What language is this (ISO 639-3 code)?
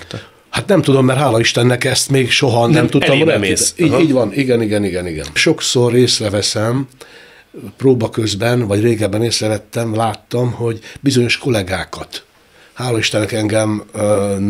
hun